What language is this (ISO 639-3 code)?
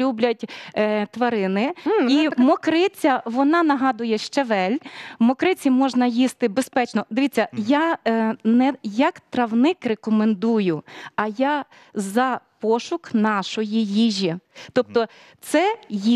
ukr